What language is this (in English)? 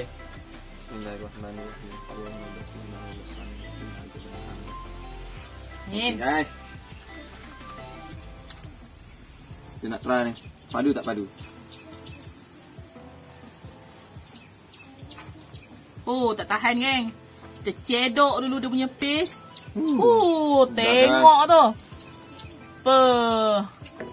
Malay